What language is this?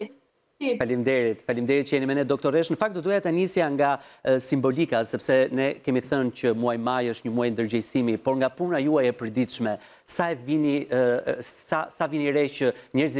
Albanian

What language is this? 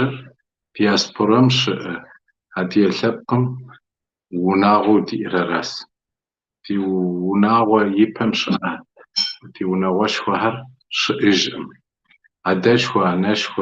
Kabardian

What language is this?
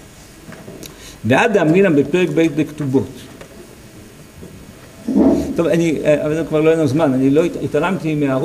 Hebrew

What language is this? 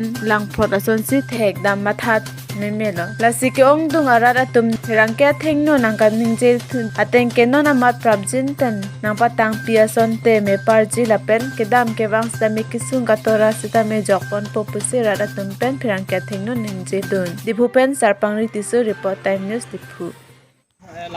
Karbi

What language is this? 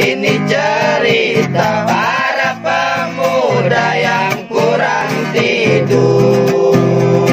Betawi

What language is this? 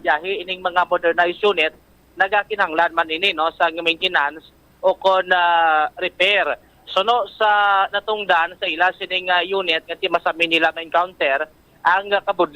Hiligaynon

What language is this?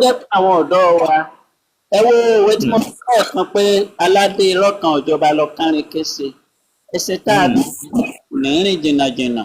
Yoruba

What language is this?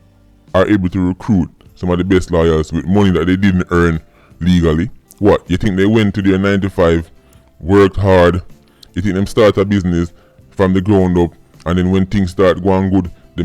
Jamaican Creole English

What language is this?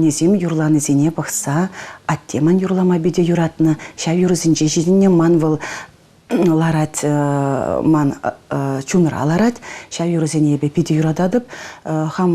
Chuvash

